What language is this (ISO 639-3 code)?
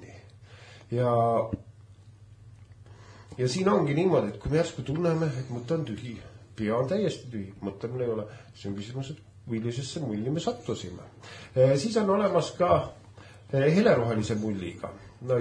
est